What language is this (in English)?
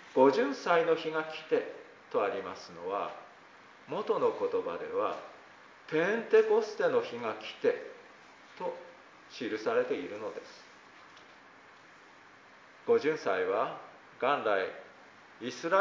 Japanese